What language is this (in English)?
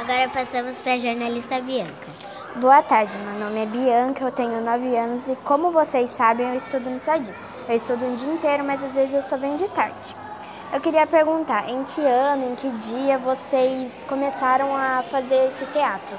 Portuguese